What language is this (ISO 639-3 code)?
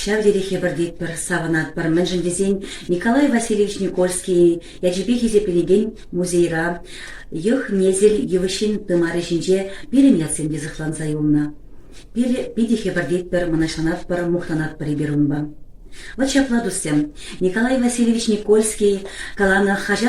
chv